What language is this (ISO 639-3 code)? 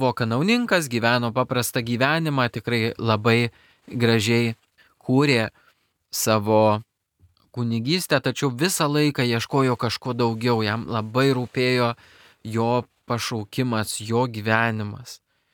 lit